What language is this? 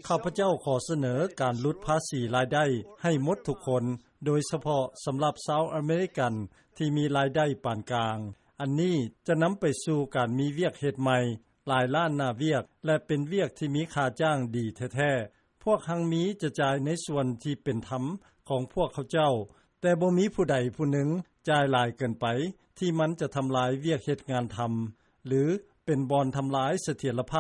Lao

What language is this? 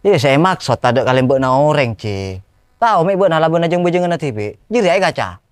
Madurese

